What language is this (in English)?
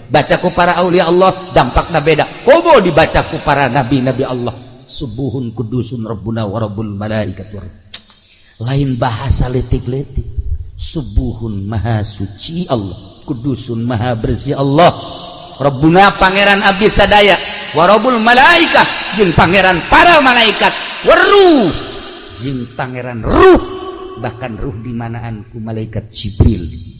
Sundanese